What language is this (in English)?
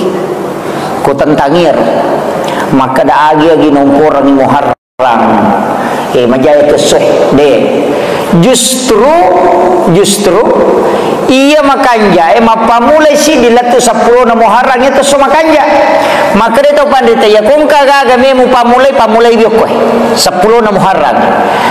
Buginese